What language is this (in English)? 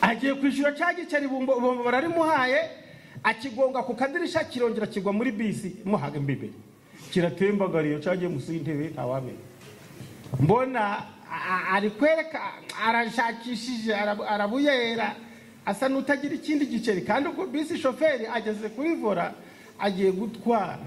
Kinyarwanda